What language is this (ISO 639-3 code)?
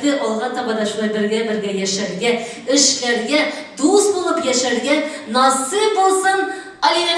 tat